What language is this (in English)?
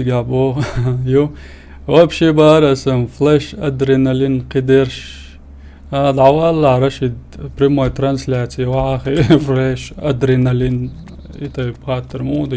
Chechen